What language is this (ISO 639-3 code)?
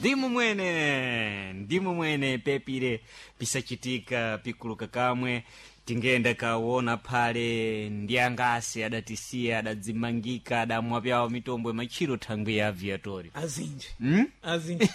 seh